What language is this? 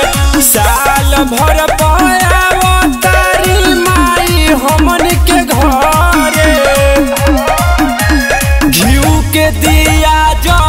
Bhojpuri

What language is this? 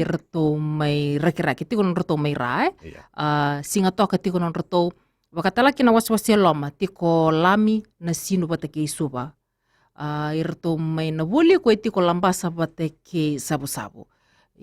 Fijian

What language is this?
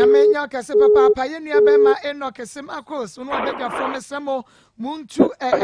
Akan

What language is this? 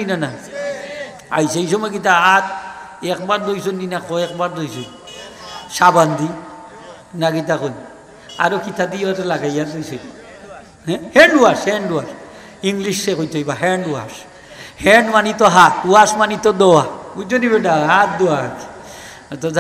Sylheti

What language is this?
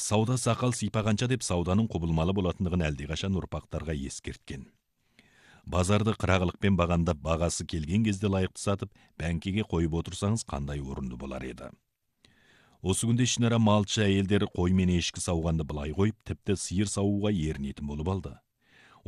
Kazakh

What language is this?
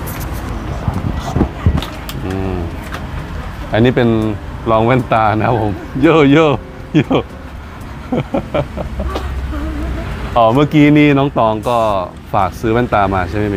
Thai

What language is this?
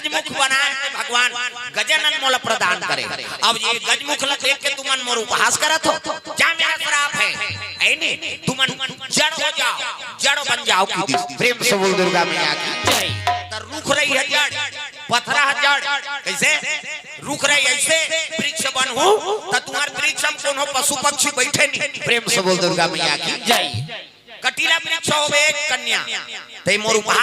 Chhattisgarhi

